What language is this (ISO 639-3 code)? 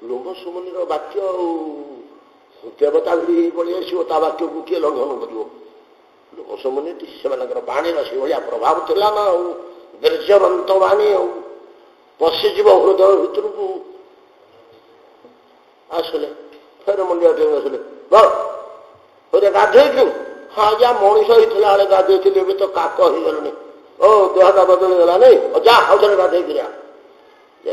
ori